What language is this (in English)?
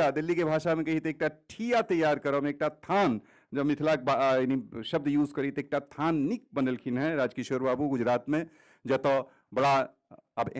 Maithili